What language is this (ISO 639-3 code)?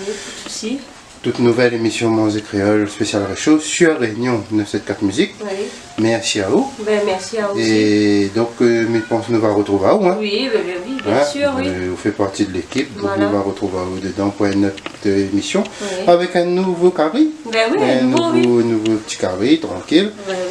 rcf